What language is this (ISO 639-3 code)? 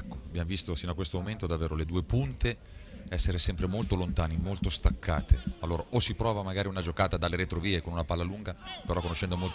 ita